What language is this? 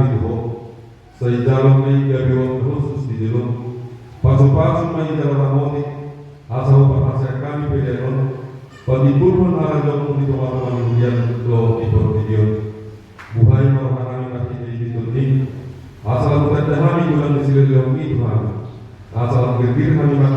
Batak Toba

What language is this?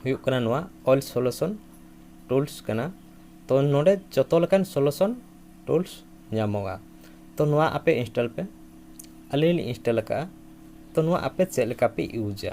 Santali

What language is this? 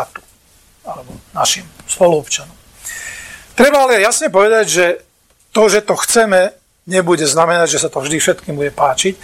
Slovak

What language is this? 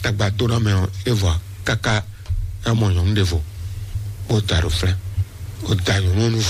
Fon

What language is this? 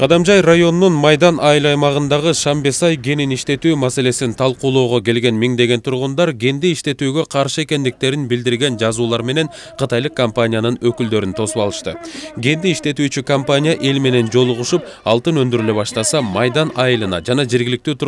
Kyrgyz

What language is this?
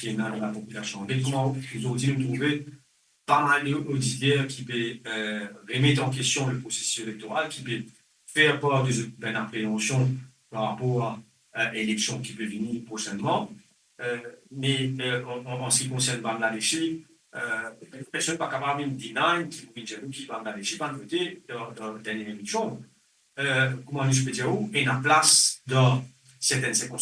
Morisyen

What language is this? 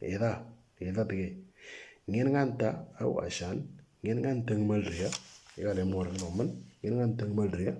Moro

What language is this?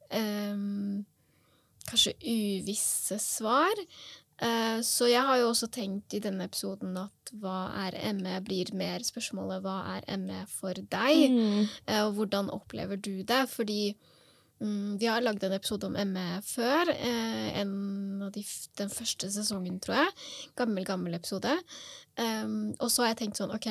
Norwegian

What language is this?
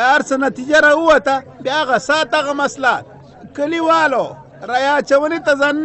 Pashto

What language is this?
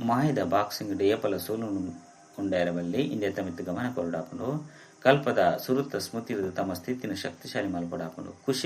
Tulu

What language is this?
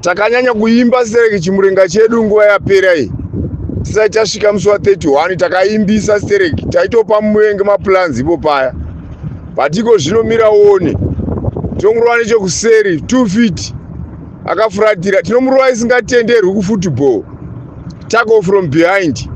Shona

